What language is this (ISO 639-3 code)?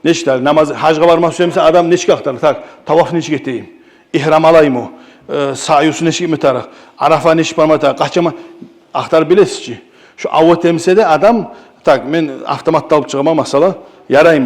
kum